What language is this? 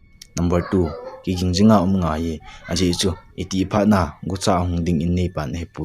Thado Chin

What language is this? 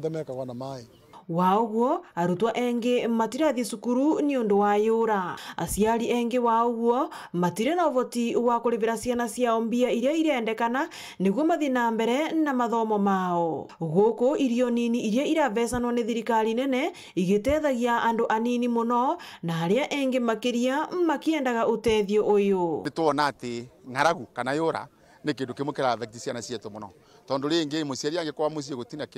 Meru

